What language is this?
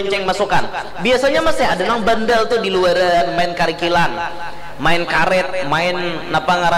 Banjar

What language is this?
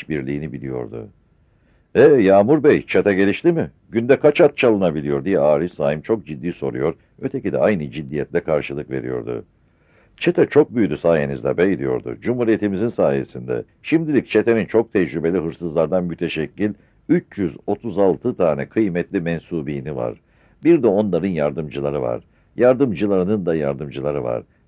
Turkish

